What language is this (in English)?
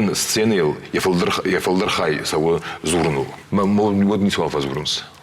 Ossetic